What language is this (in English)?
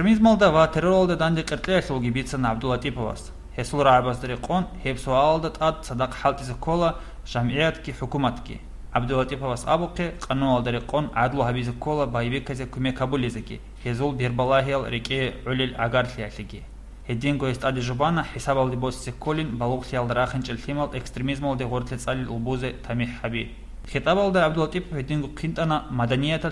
Avaric